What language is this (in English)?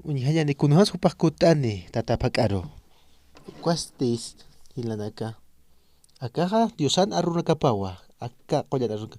Aymara